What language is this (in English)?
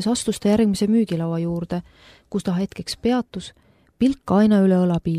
Estonian